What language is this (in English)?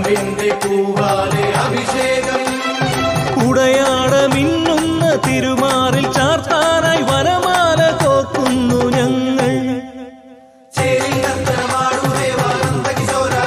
Malayalam